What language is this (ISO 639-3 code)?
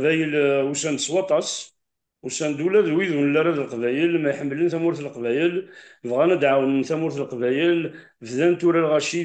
kab